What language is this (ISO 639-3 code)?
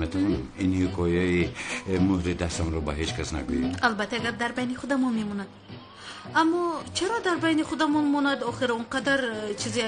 tgk